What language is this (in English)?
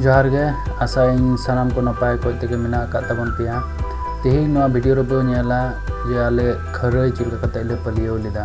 Santali